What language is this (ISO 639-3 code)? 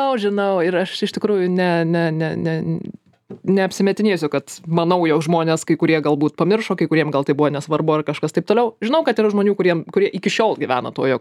lit